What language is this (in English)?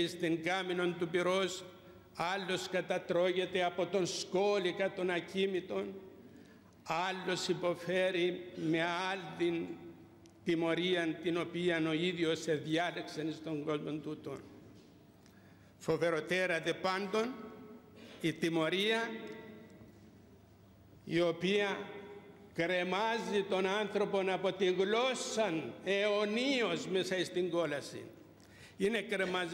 Greek